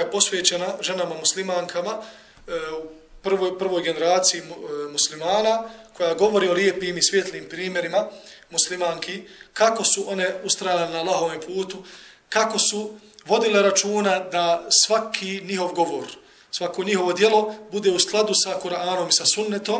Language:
Bosnian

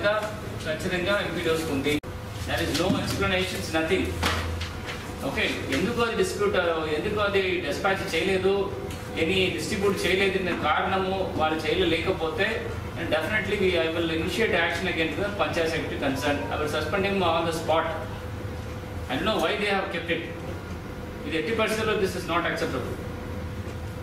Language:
Telugu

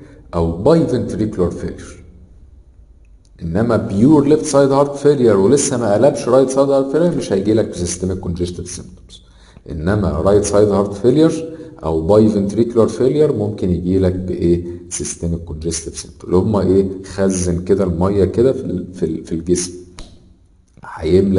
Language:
Egyptian Arabic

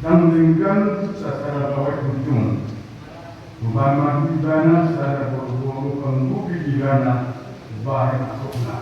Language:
Batak Toba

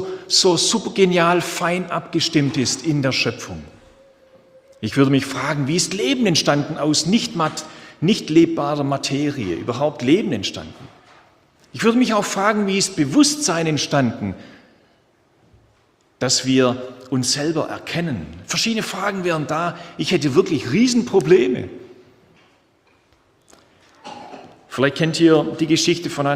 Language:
German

